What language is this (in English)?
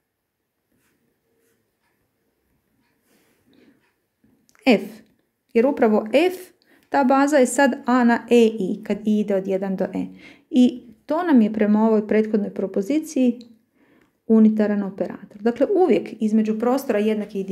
Croatian